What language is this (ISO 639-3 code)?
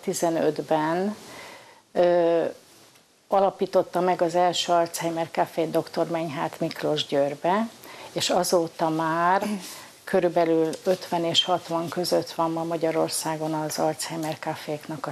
hun